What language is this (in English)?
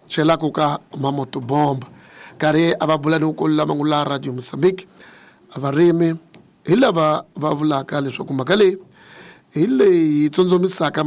Tsonga